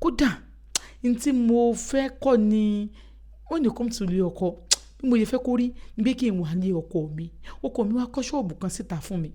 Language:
Yoruba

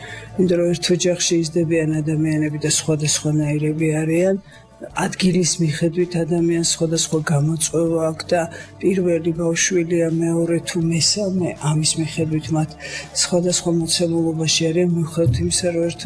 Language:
Georgian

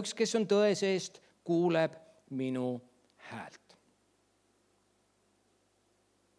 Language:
Estonian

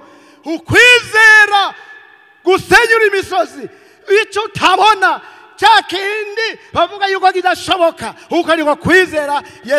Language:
Rundi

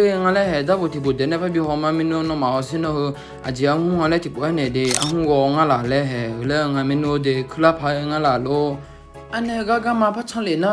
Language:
Akha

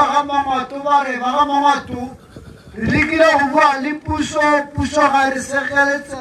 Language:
Tswana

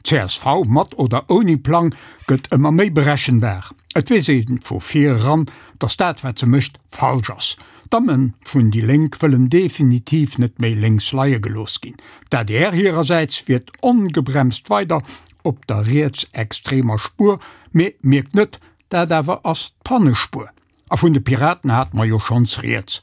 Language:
Luxembourgish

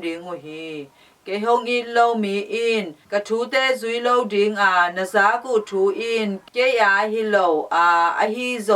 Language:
Tedim Chin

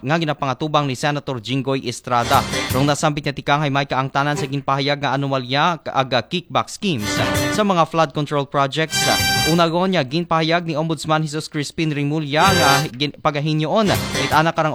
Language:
Aklanon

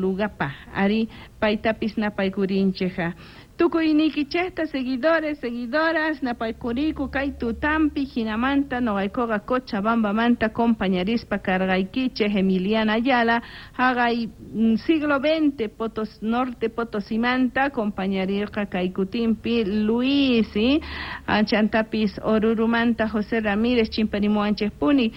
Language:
Quechua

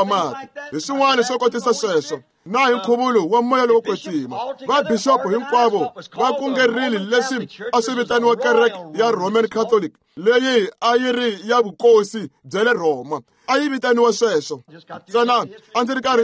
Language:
Tsonga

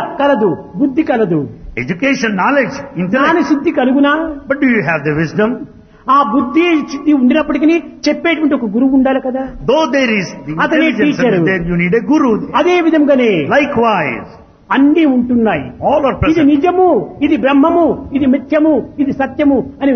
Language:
Telugu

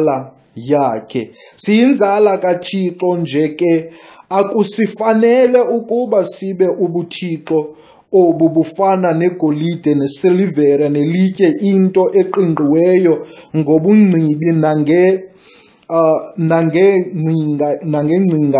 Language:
Xhosa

